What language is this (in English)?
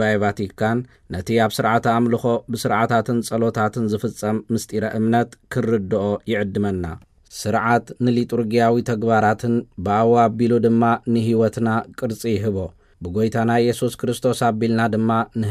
Tigrinya